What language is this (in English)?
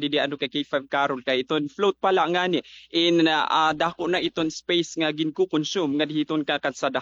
Waray